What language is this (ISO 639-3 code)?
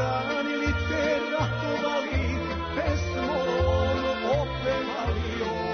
srp